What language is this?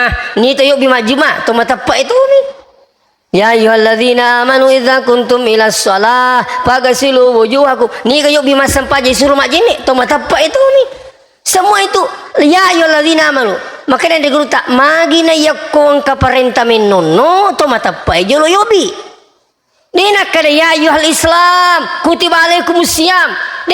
Buginese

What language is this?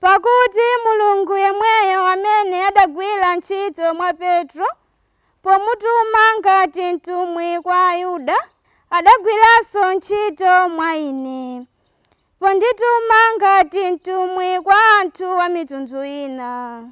Nyanja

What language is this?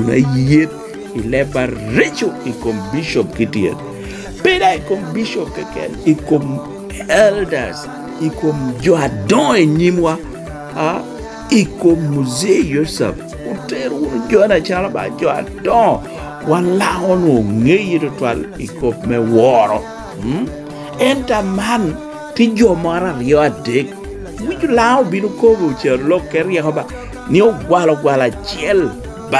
Lango (Uganda)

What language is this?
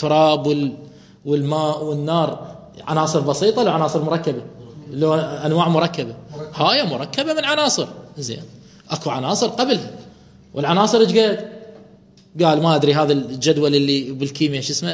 Mesopotamian Arabic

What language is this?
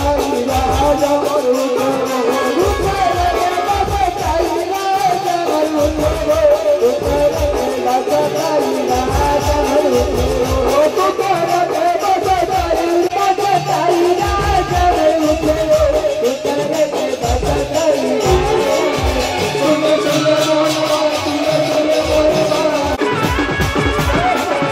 Chhattisgarhi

